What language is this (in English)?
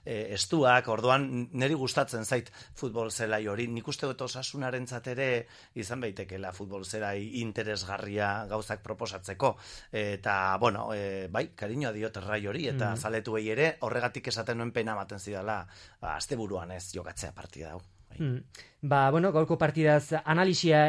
Basque